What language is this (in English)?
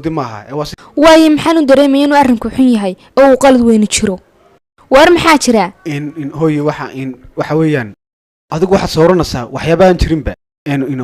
Somali